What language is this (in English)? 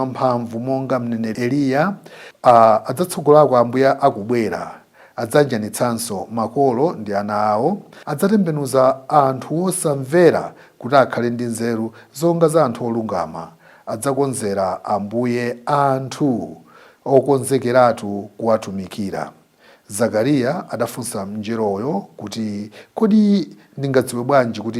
Nyanja